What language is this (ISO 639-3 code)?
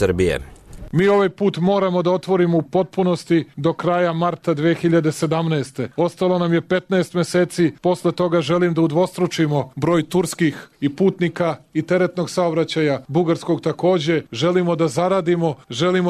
srp